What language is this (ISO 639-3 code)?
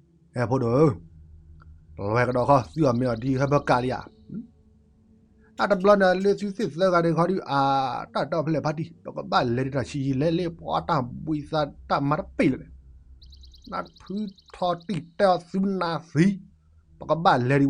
ksw